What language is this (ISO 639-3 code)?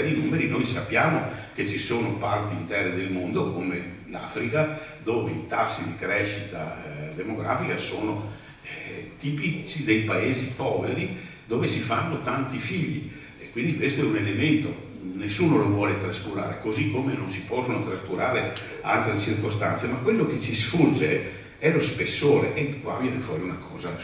ita